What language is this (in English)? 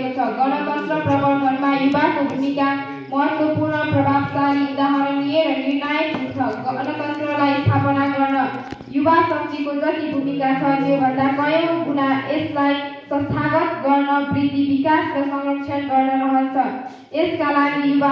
Nepali